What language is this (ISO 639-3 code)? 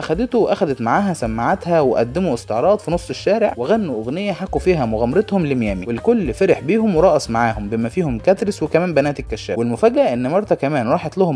arz